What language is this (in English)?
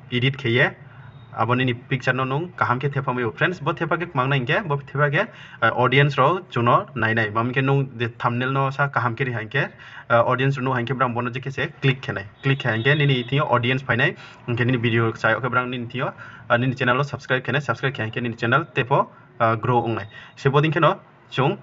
Riang (India)